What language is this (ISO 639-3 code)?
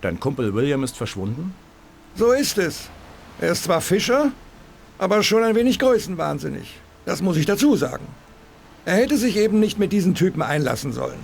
bar